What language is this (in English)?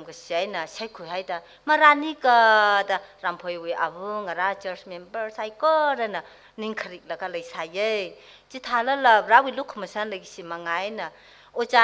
Tangkhul Naga (India)